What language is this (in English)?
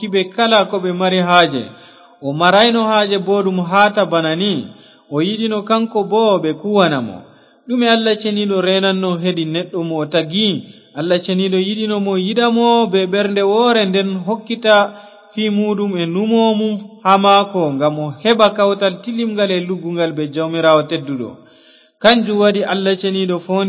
Fula